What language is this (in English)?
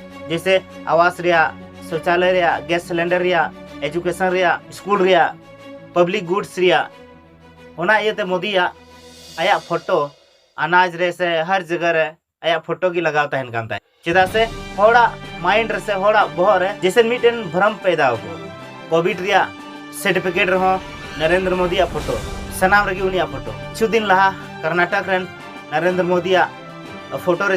Santali